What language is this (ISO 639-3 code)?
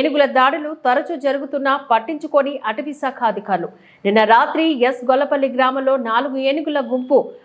tel